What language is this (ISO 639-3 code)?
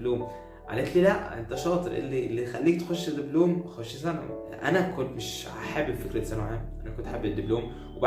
arz